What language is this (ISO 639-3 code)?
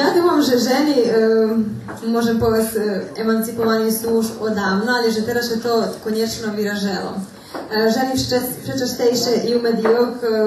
rue